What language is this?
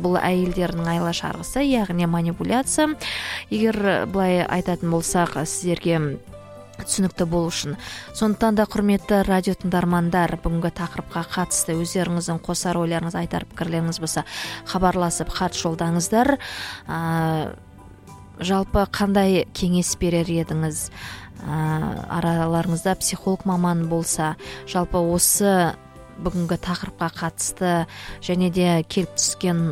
Kazakh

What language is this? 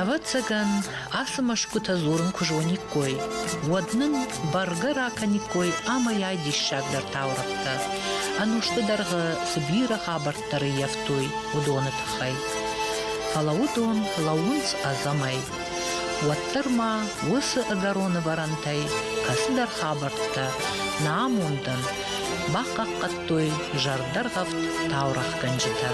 Ossetic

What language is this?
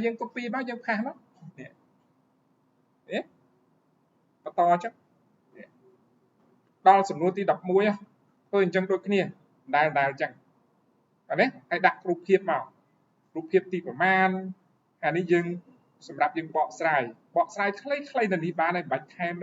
Khmer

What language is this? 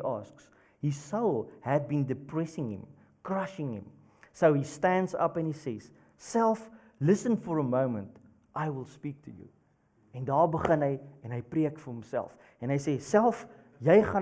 Afrikaans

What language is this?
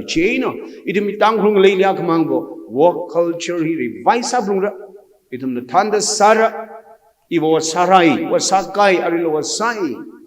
Tangkhul Naga (India)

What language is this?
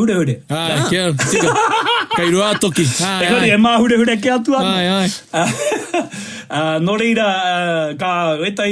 Māori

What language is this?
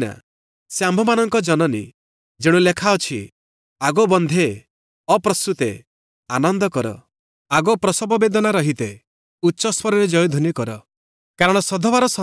Odia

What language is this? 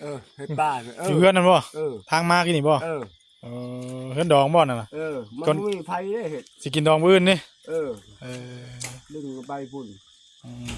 Northeastern Thai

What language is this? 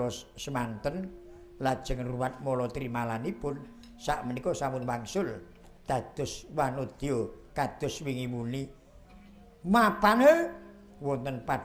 Javanese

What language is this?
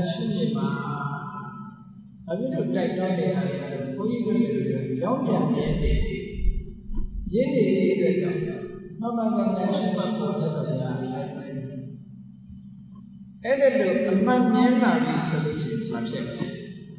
Burmese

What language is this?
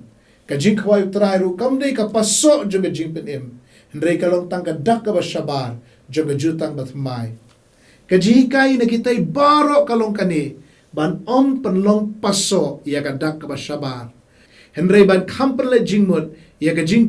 Khasi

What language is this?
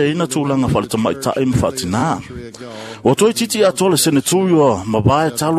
Samoan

